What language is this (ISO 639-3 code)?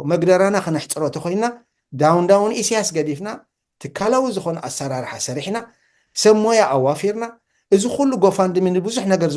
tir